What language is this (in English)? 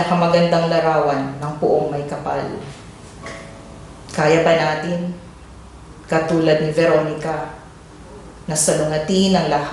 Filipino